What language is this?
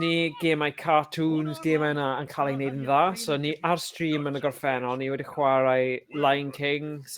Welsh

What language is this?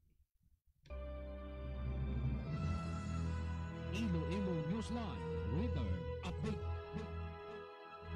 Hiligaynon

